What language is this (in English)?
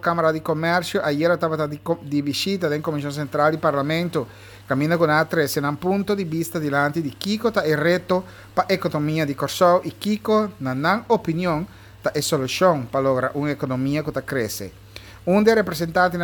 Papiamento